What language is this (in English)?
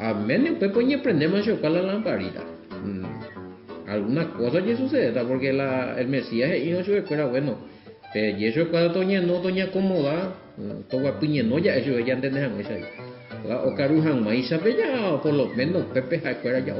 Guarani